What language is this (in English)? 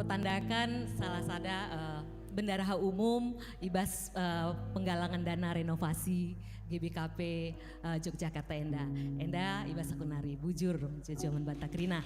Batak Karo